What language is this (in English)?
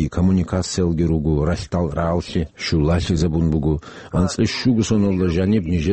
Avaric